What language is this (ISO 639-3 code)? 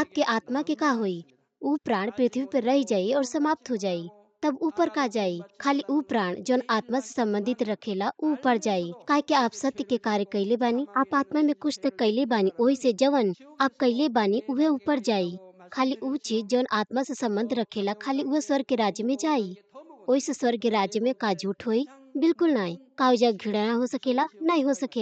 bho